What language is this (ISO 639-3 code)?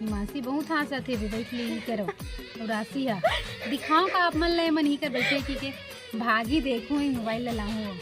hne